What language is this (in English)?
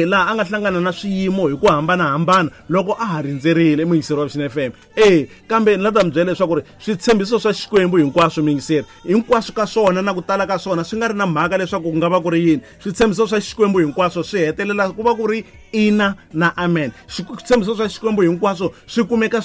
Tsonga